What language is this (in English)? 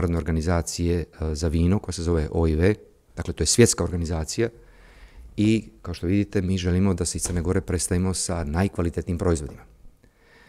Serbian